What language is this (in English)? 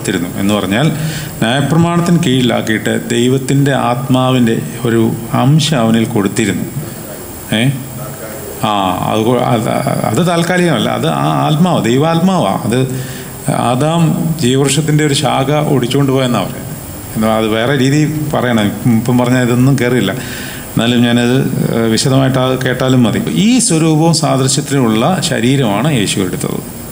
Malayalam